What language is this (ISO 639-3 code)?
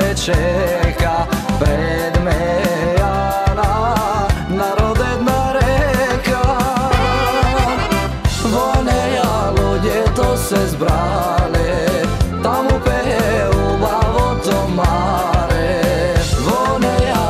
mkd